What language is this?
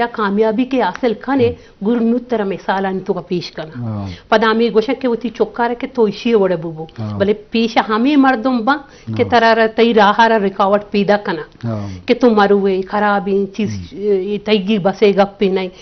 Eastern Balochi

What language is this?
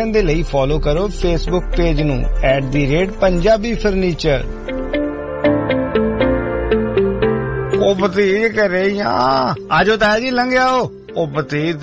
Punjabi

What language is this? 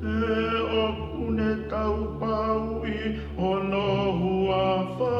Tongan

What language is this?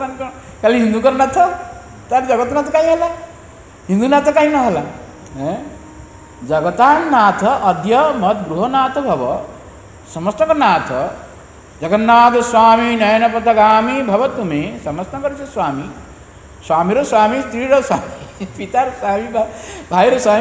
Odia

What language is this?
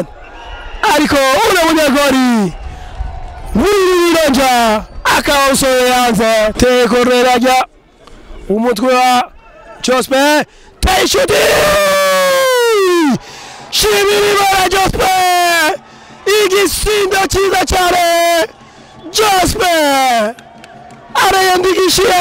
Kinyarwanda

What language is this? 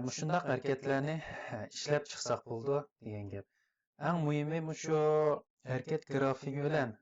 Uyghur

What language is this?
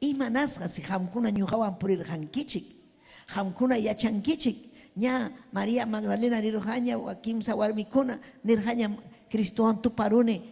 Ayacucho Quechua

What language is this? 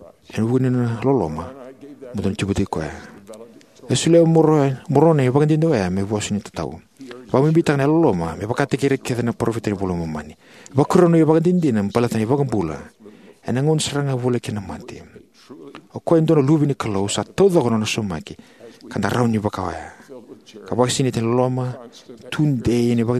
Fijian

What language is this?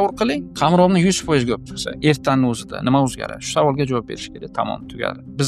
Uzbek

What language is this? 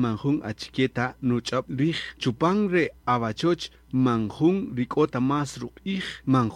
Kaqchikel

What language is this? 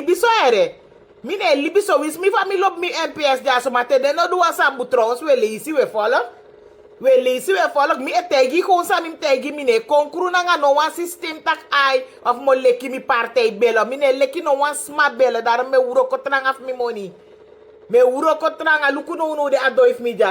Sranan Tongo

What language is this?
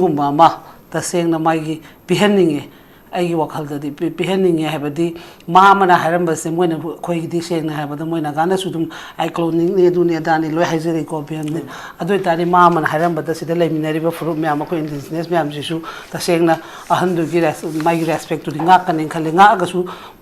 Manipuri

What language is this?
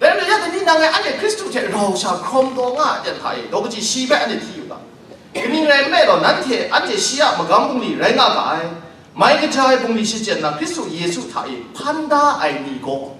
Kachin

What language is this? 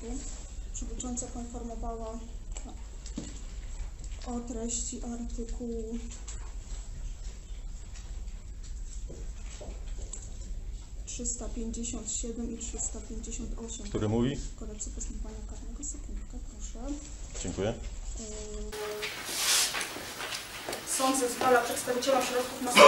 Polish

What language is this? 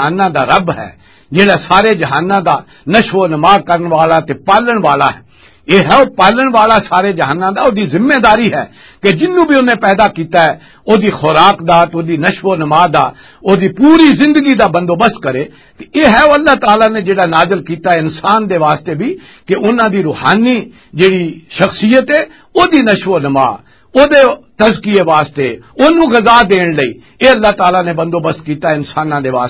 Western Panjabi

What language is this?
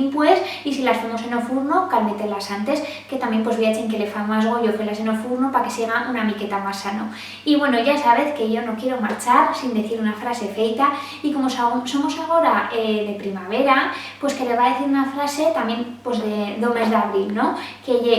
Aragonese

